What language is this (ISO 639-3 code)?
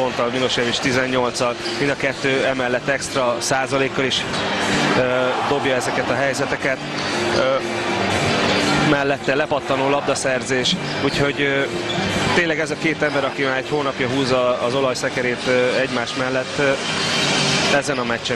hun